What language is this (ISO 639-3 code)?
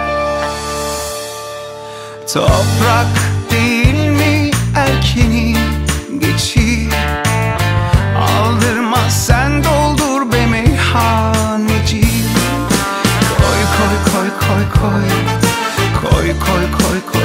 tur